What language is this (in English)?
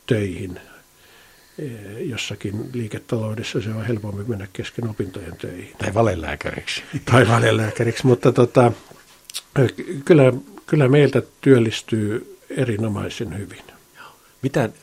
Finnish